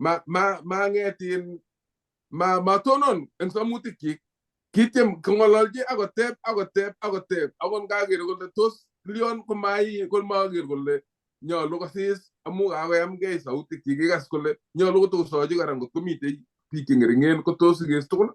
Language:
Kalenjin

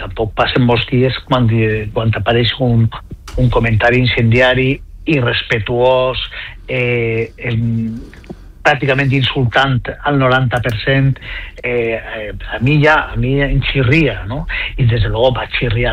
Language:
Catalan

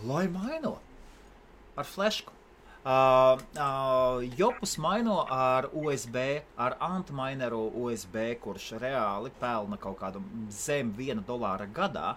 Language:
Latvian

